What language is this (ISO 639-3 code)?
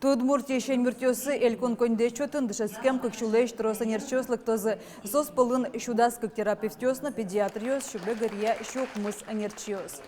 udm